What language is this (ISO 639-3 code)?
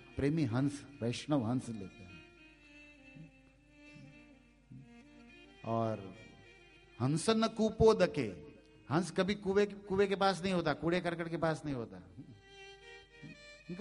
hin